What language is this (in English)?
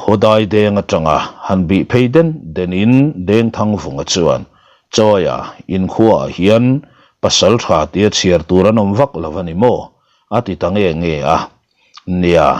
Mizo